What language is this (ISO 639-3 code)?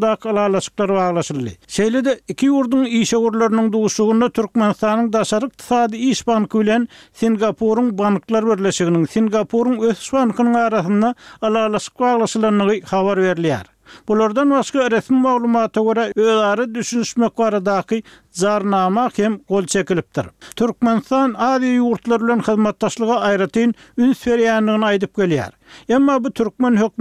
tuk